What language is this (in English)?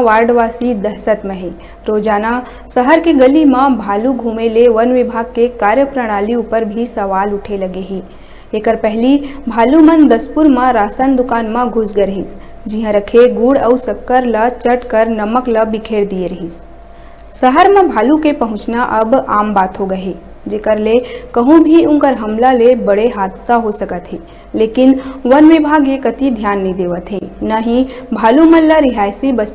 Chhattisgarhi